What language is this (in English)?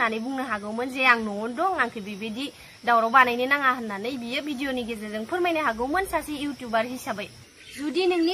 Bodo